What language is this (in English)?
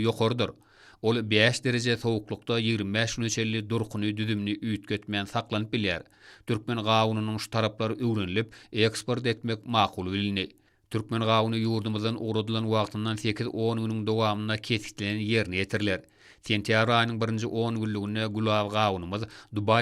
Turkmen